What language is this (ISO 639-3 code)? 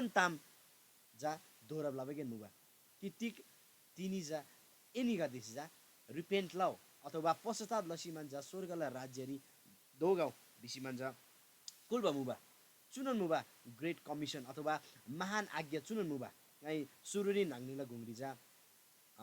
taj